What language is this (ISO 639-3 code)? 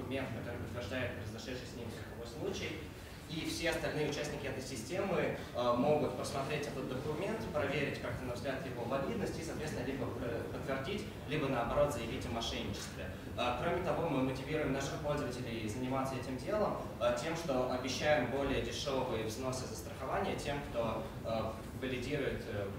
rus